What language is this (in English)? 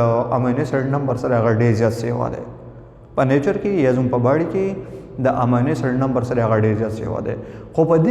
Pashto